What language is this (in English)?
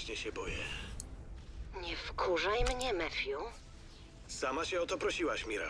Polish